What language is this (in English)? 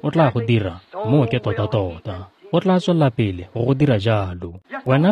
Tswana